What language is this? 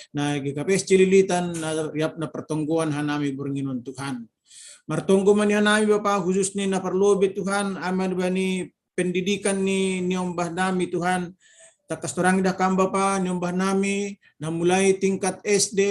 Batak Simalungun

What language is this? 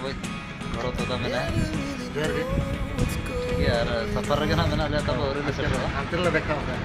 Santali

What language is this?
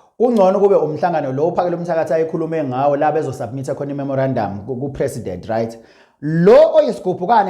Zulu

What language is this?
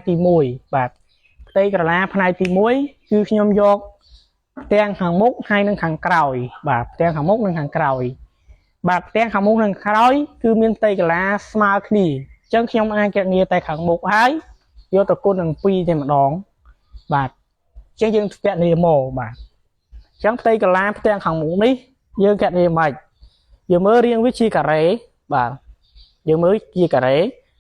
Khmer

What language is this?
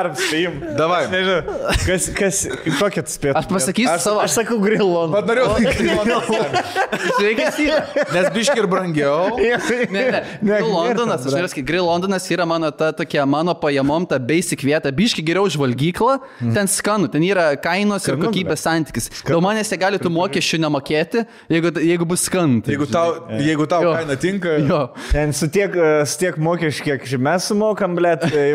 Lithuanian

